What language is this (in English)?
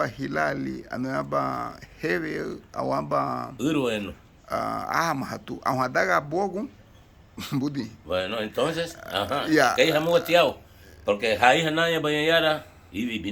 Garifuna